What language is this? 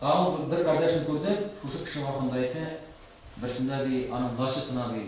Tatar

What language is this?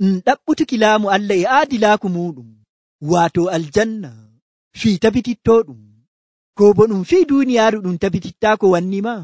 Nigerian Fulfulde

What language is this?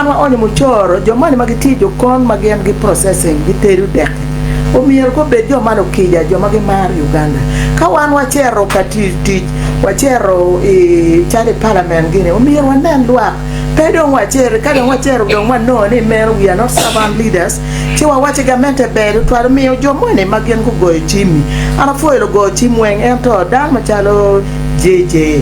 Acoli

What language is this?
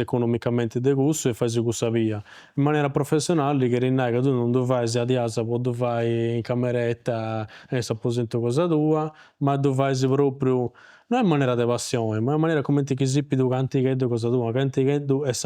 Sardinian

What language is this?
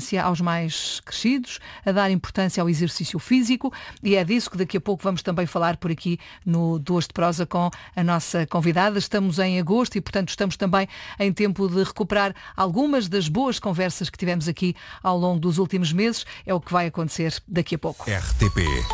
Portuguese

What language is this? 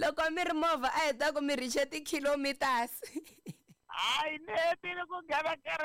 Tsonga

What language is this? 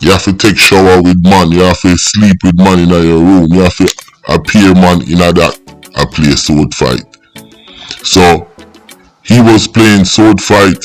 Jamaican Creole English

